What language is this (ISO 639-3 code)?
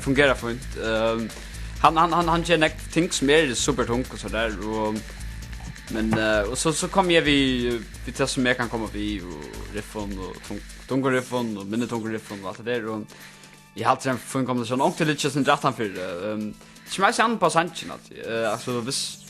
fao